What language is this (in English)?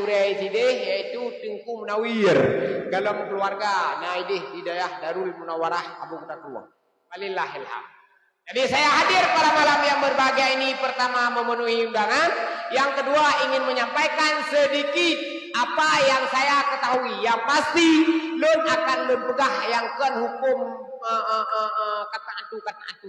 Achinese